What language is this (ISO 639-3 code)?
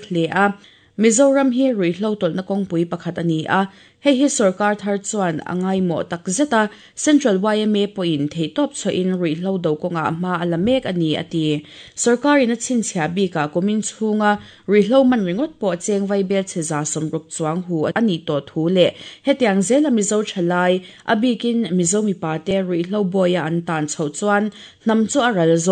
lus